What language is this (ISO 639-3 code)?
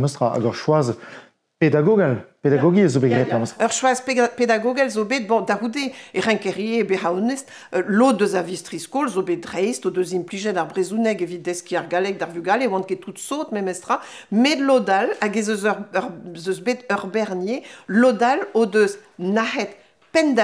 bre